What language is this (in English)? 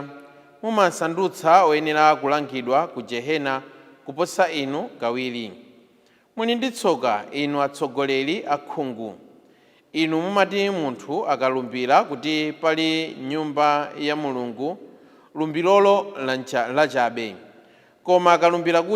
Nyanja